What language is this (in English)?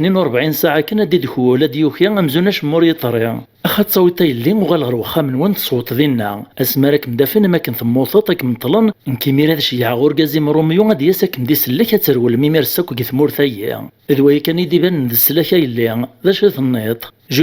Kabyle